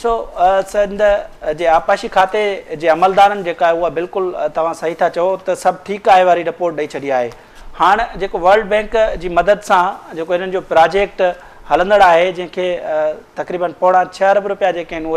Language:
Sindhi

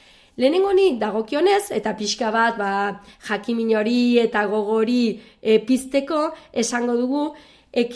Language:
Basque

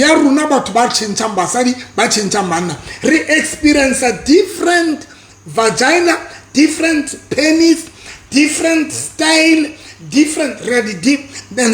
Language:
Southern Sotho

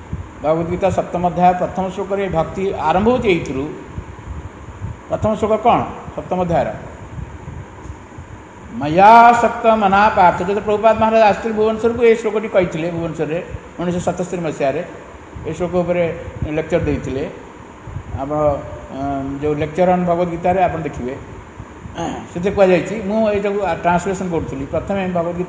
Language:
Odia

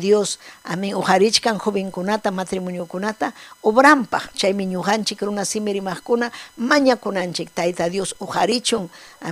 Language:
Ayacucho Quechua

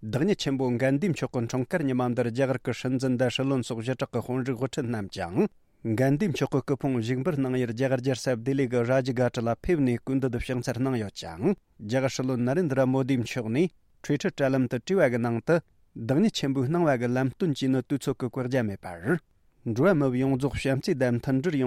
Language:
Tibetan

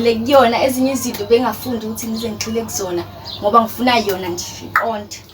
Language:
Zulu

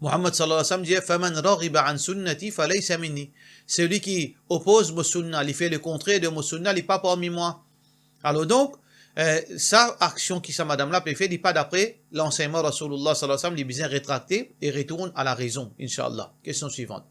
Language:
Morisyen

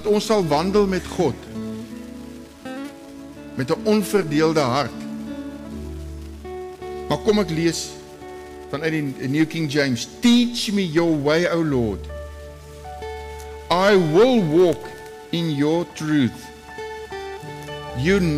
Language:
Afrikaans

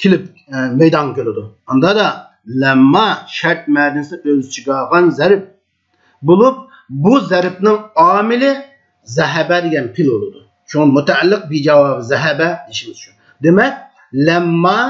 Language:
Uyghur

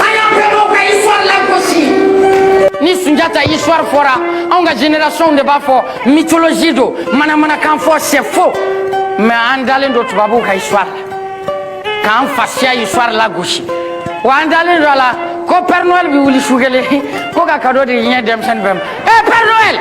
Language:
Bambara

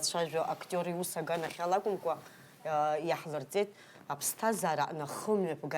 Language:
Abkhazian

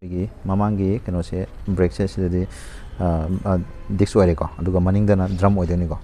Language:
Manipuri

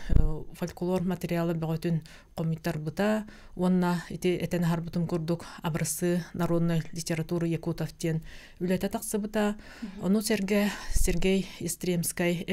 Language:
Yakut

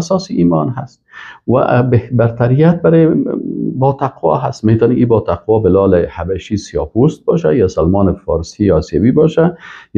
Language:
Persian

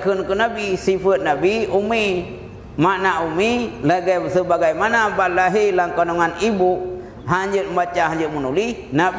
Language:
Achinese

